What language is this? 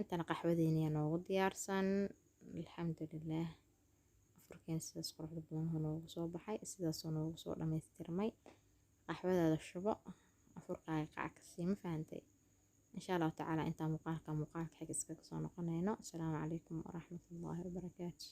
Somali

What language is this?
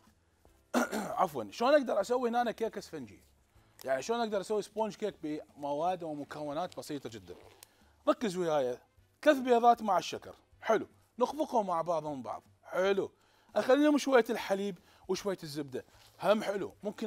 Mesopotamian Arabic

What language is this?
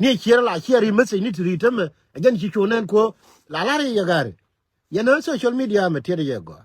Nuer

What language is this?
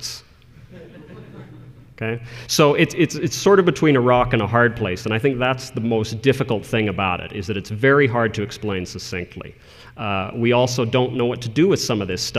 English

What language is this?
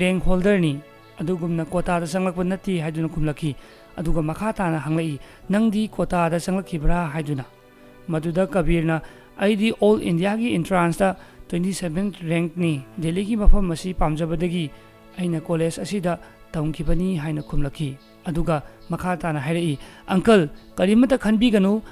Manipuri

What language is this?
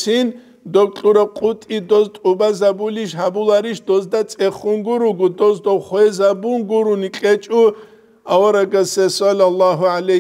Avaric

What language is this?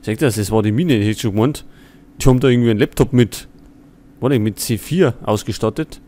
Bavarian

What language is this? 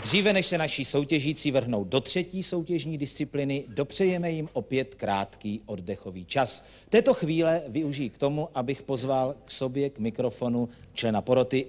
Czech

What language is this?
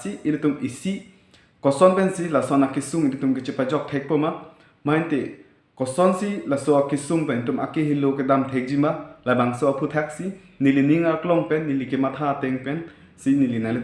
Karbi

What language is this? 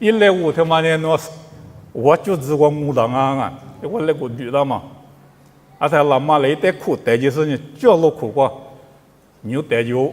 Lisu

